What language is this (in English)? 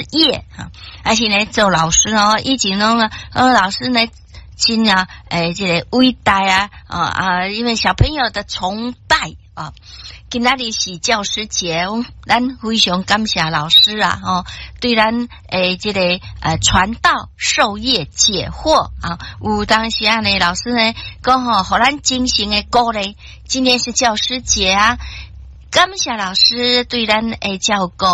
Min Nan Chinese